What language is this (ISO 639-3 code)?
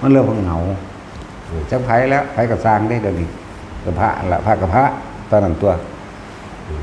tts